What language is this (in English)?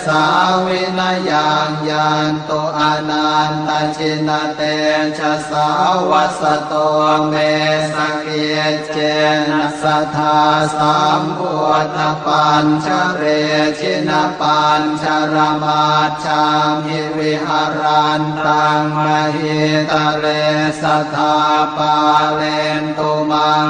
Pali